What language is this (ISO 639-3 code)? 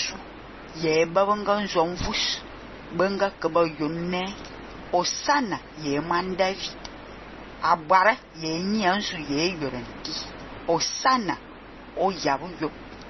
fan